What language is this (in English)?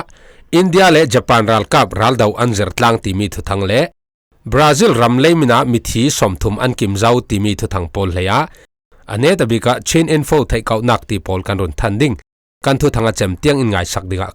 Falam Chin